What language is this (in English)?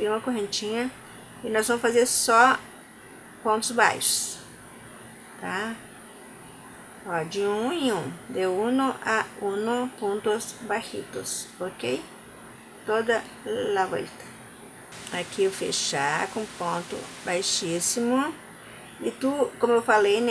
Portuguese